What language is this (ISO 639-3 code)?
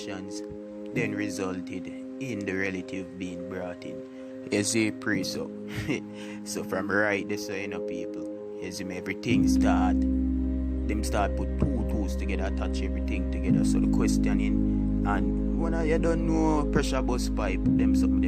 jam